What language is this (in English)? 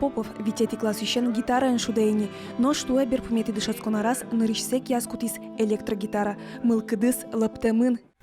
Udmurt